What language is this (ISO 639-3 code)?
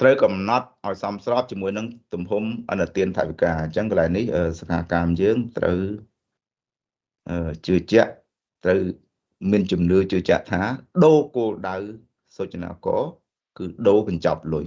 khm